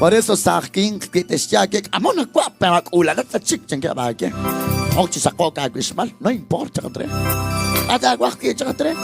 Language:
Kekchí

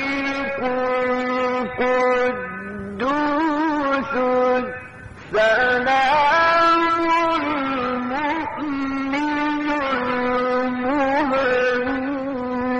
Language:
Arabic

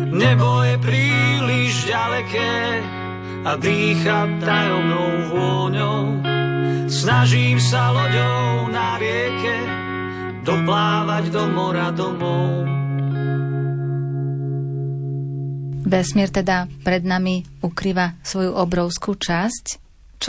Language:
Slovak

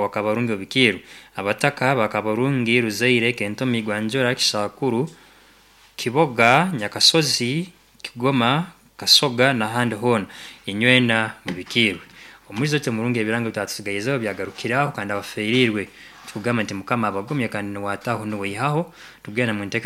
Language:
Nyankole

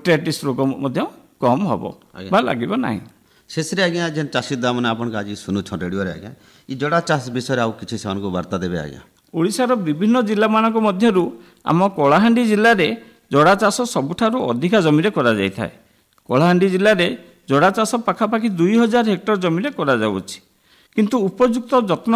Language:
Odia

